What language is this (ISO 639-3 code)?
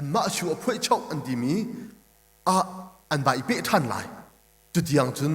cnh